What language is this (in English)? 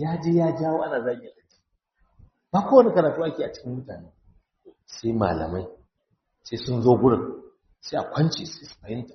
Hausa